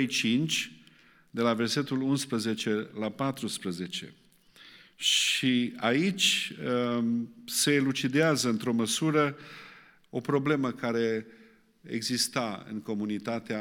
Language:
Romanian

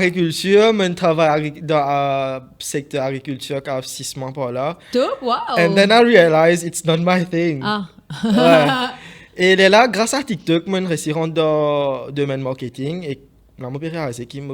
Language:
Morisyen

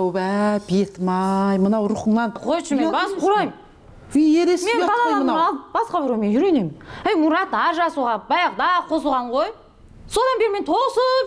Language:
Kyrgyz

